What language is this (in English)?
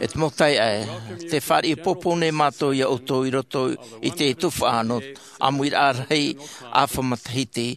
Tahitian